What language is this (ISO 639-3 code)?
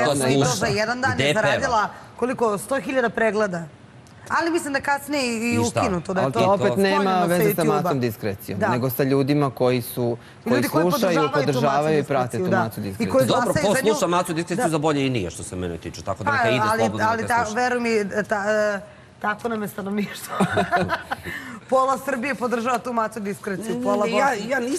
srp